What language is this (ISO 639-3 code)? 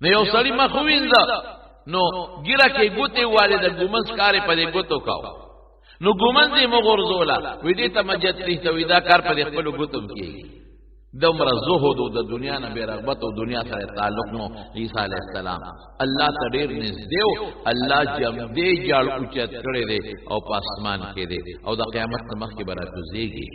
pus